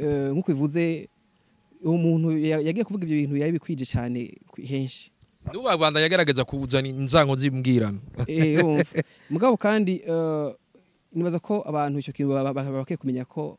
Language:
Rundi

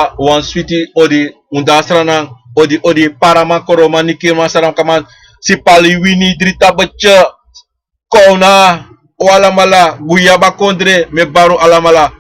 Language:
Sranan Tongo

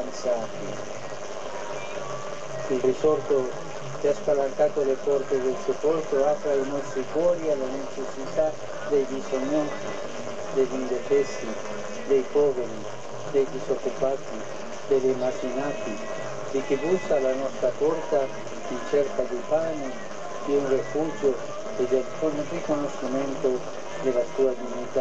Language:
Italian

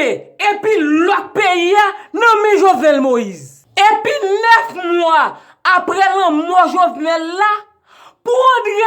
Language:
Haitian Creole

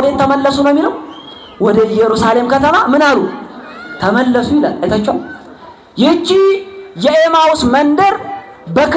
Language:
Amharic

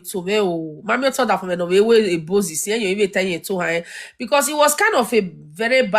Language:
Nigerian Pidgin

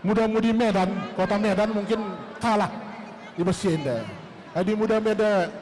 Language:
Batak Karo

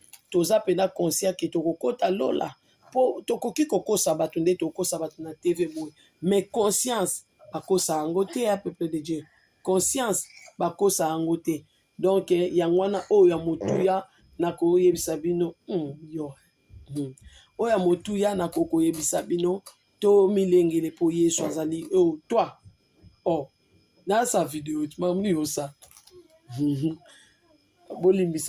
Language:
Lingala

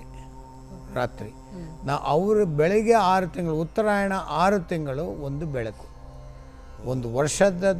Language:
Kannada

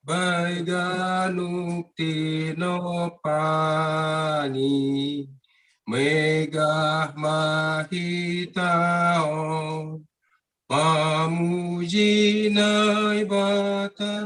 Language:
Batak Simalungun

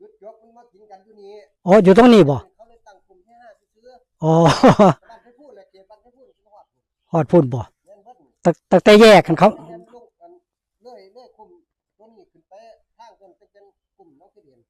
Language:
Northeastern Thai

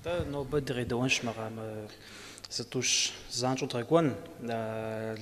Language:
Kabardian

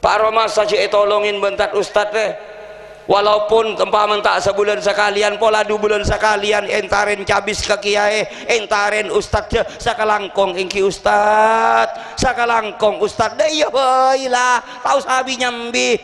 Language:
Madurese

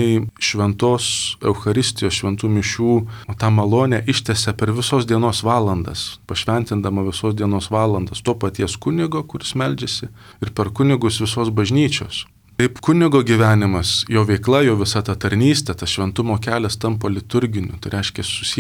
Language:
Lithuanian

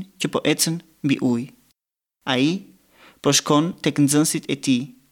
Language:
Albanian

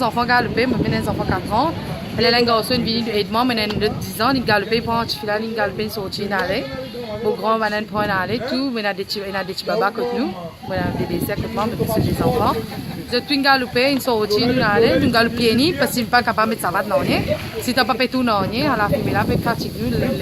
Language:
Morisyen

